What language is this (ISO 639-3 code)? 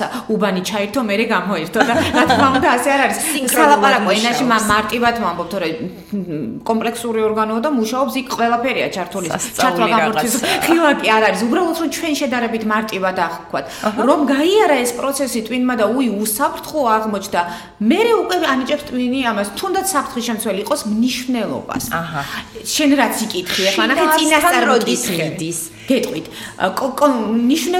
kat